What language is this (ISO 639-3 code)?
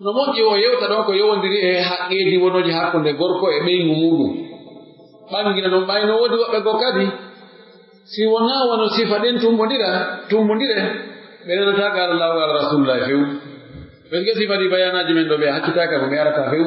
fuf